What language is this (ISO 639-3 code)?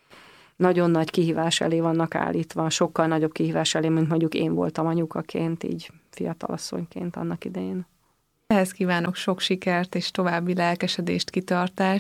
hun